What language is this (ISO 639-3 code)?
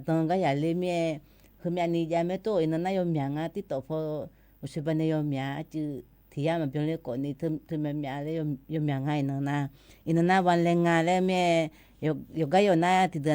ahk